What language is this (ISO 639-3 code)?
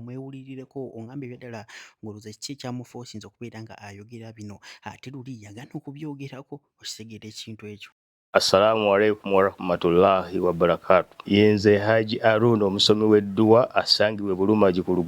lug